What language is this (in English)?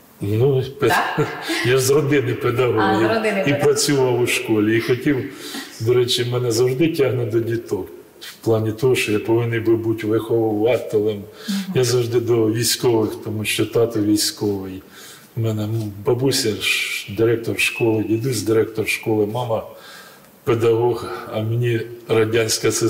Ukrainian